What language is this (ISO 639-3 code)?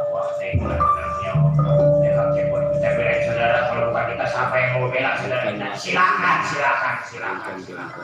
bew